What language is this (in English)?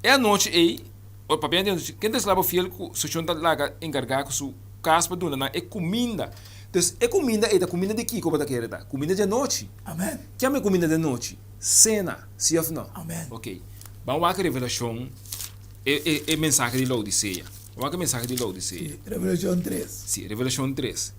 Papiamento